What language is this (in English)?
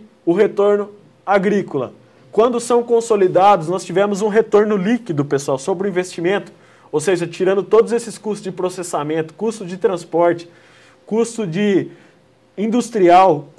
Portuguese